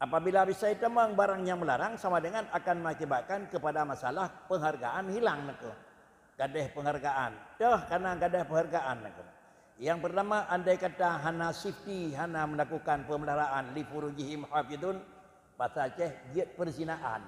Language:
Achinese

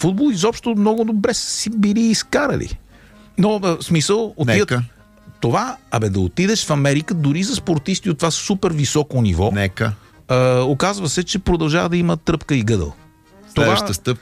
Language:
Bulgarian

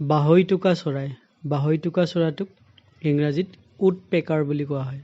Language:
Assamese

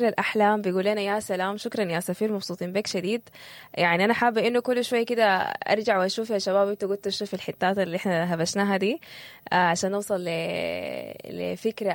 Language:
Sudanese Arabic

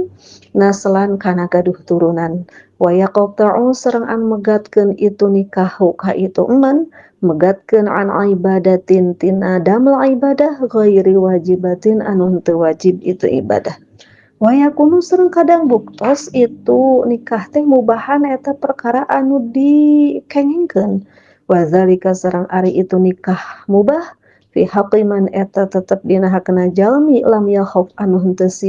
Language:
Sundanese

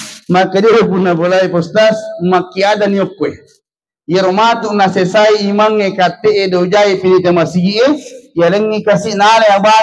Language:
Buginese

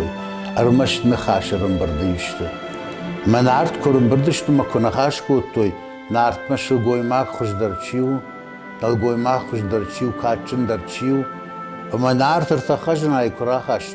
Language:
Ossetic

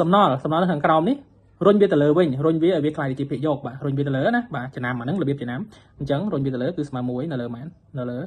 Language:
Khmer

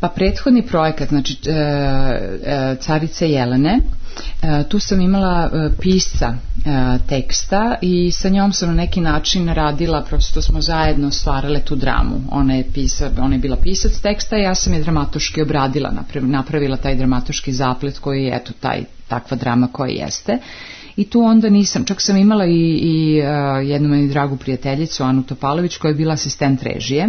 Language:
Serbian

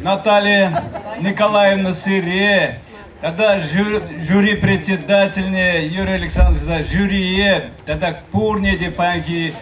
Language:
Chuvash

